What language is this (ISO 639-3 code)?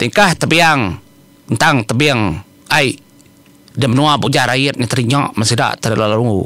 iba